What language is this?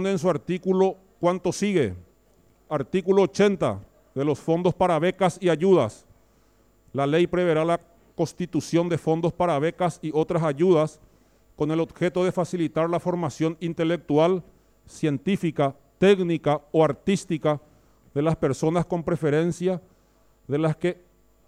Spanish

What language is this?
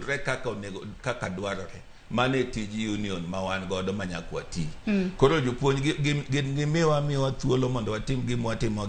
Luo (Kenya and Tanzania)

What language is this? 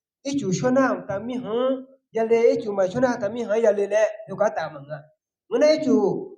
Akha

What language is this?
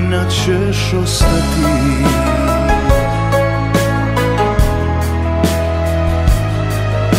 Serbian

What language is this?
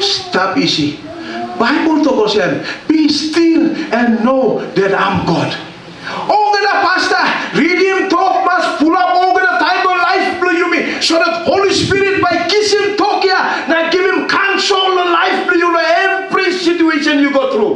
Tok Pisin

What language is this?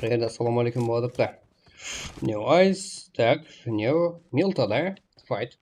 Kara-Kalpak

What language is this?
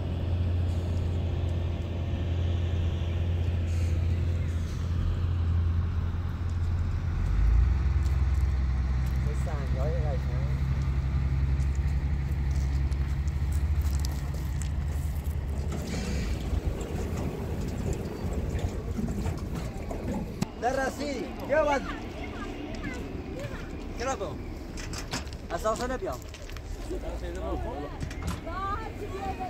Persian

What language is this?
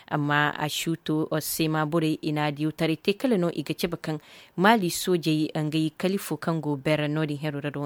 Koyraboro Senni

